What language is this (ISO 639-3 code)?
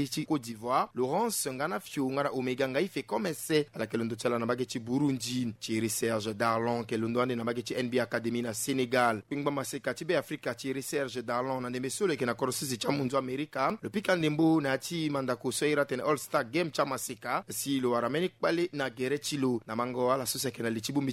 sag